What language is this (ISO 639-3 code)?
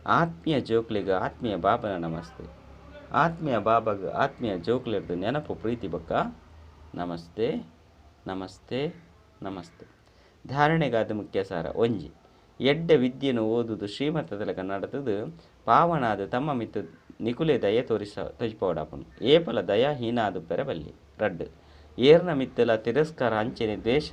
tcy